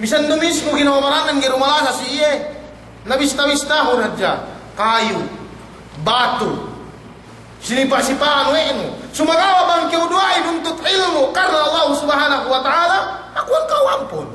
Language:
Yakan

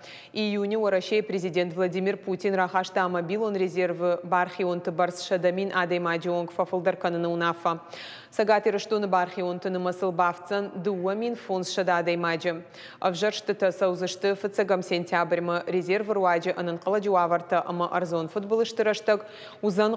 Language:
Ossetic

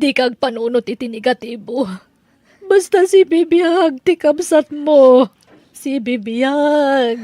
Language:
Iloko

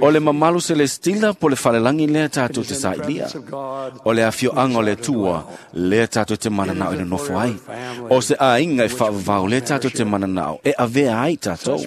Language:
Samoan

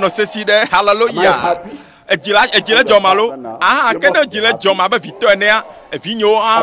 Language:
Ewe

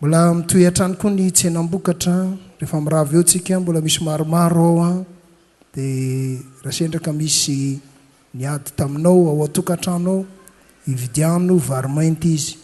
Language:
Malagasy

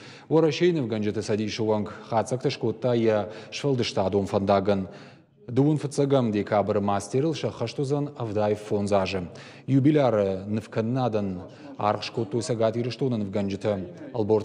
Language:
Ossetic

